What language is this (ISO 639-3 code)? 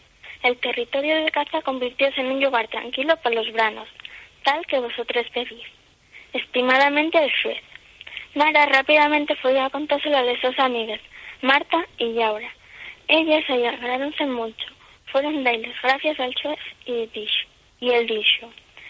ast